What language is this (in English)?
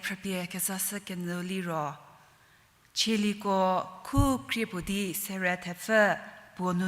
Angami Naga